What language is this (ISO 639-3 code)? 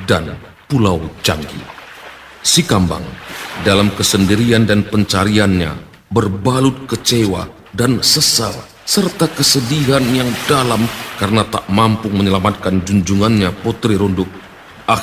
ind